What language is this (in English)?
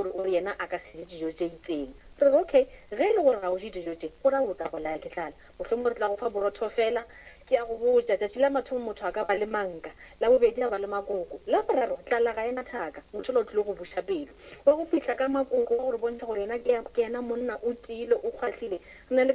Northern Sotho